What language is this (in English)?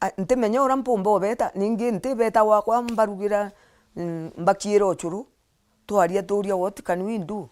Meru